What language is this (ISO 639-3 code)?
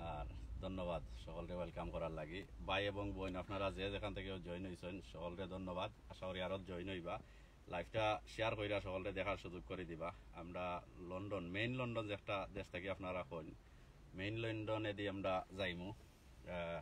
syl